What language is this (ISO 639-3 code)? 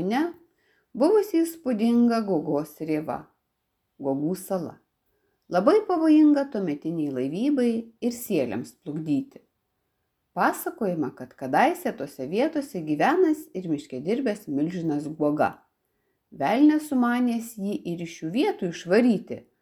lit